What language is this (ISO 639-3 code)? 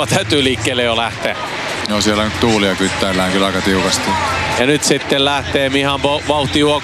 fin